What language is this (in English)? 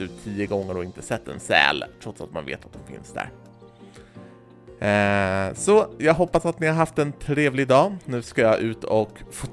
Swedish